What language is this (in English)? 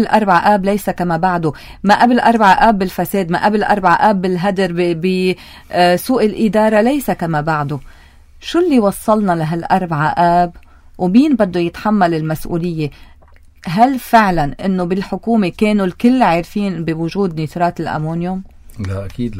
North Levantine Arabic